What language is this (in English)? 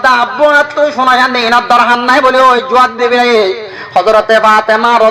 Rohingya